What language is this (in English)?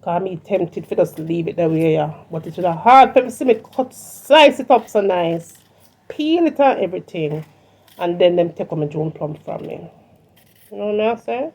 Jamaican Creole English